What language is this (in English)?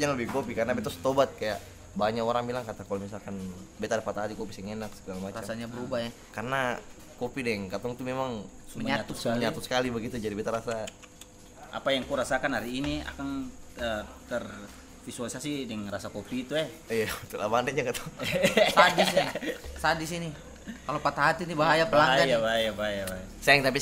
Ambonese Malay